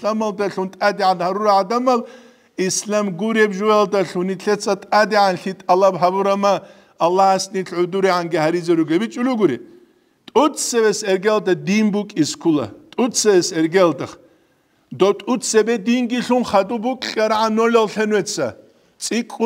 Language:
Avaric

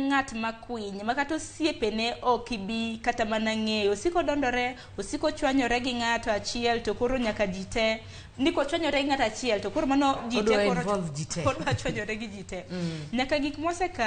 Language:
Luo (Kenya and Tanzania)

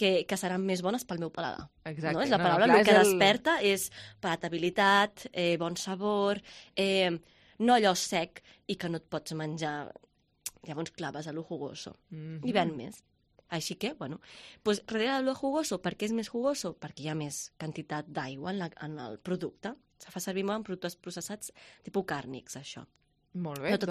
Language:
Catalan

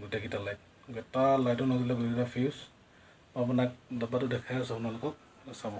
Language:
Assamese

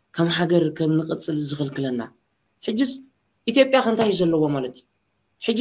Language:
Tigrinya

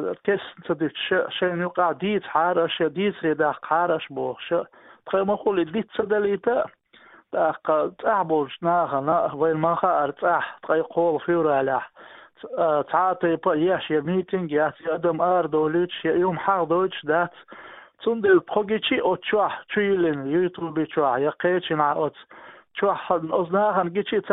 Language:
Chechen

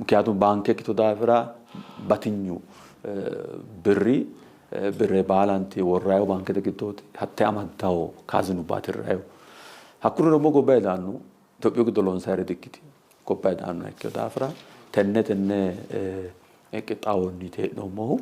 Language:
Sidamo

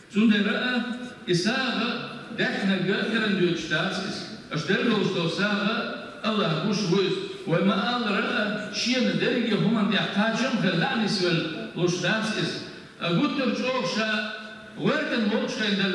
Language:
Chechen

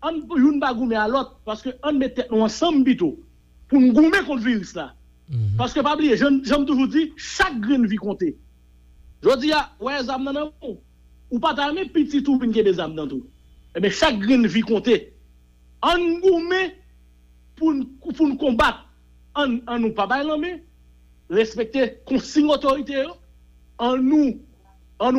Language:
Haitian Creole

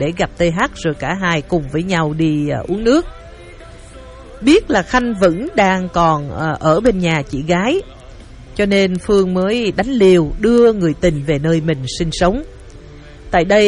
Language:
Vietnamese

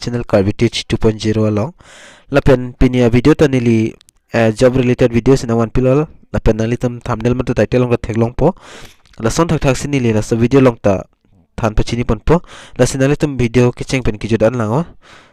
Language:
Karbi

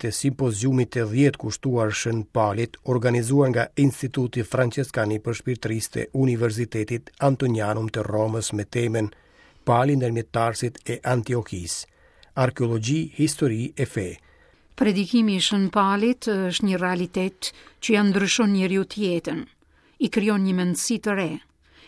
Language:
Albanian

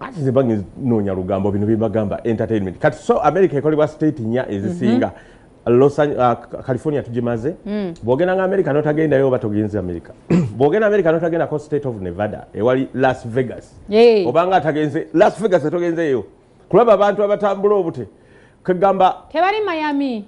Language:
Ganda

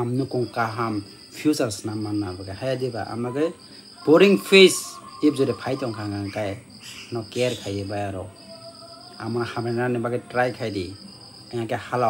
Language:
Kok Borok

